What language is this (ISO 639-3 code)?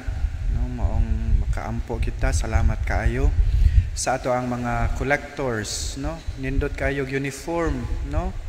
ceb